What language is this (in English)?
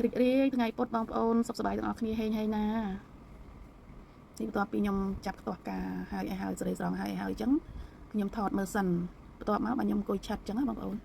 Khmer